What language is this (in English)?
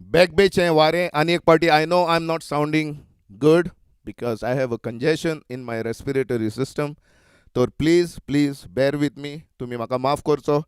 Konkani